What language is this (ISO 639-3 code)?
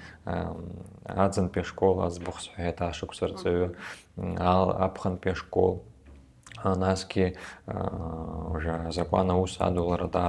abk